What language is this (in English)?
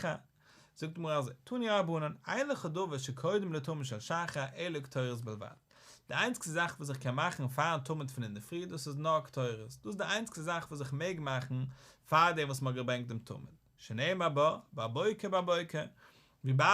Yiddish